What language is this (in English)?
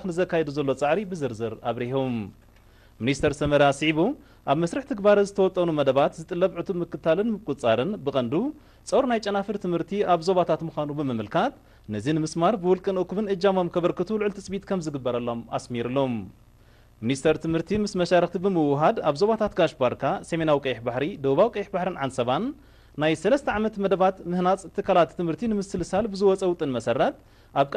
Tigrinya